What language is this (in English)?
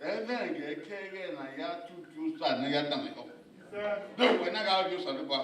Bini